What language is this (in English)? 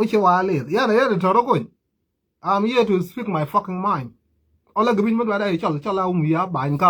Nuer